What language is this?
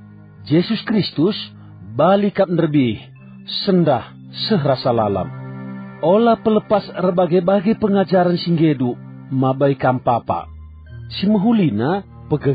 Batak Karo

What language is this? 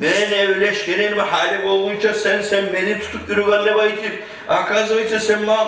Kumyk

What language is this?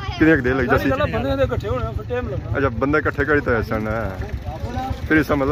Pahari-Potwari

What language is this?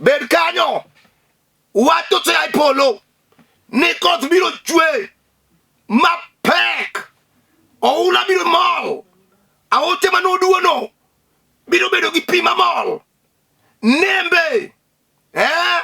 Luo (Kenya and Tanzania)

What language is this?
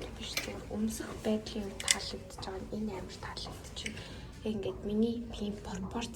Mongolian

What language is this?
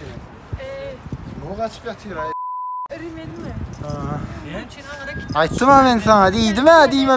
Turkmen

